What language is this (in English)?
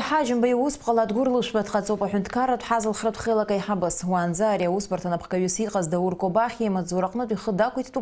Abkhazian